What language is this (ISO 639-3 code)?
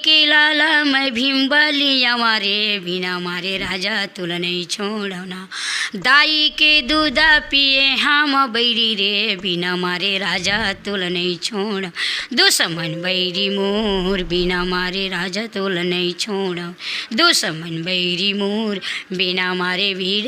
hne